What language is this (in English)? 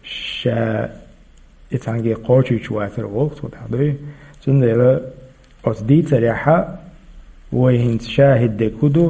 Chechen